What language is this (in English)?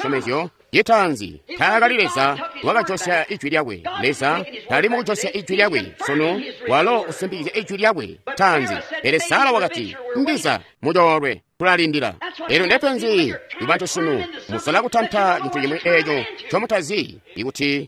Tonga (Zambia)